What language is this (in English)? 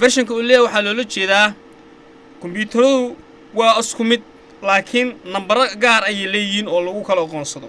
Somali